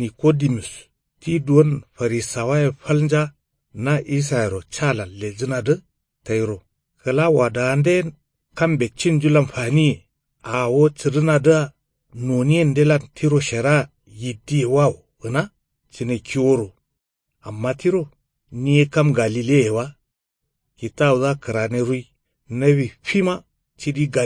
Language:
Kanuri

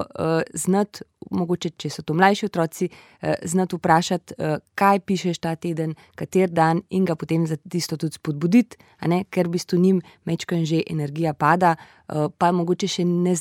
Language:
Slovenian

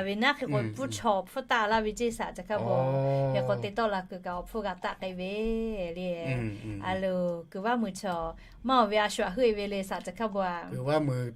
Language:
Lahu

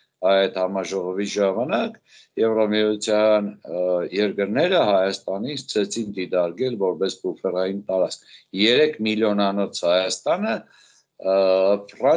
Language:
Armenian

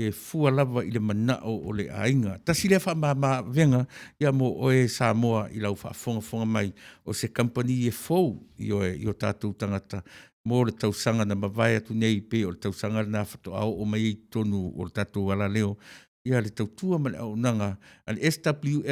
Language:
Samoan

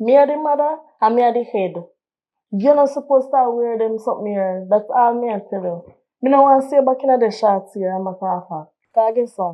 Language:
Jamaican Creole English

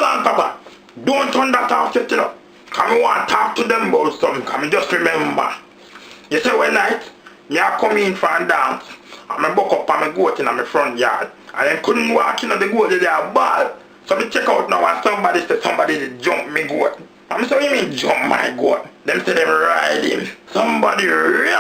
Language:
Jamaican Creole English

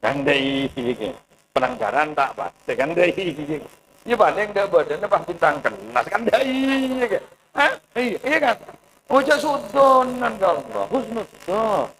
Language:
Madurese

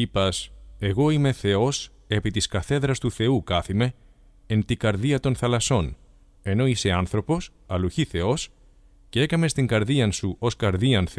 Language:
Greek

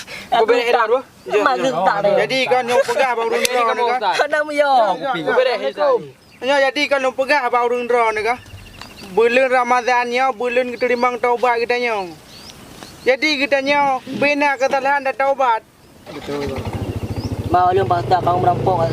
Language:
Achinese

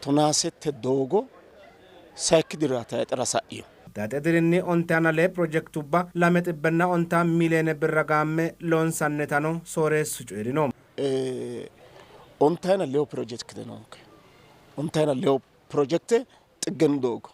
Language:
Sidamo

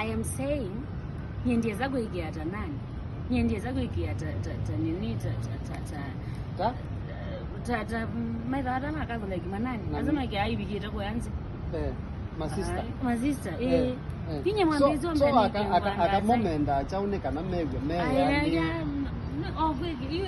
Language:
Kamba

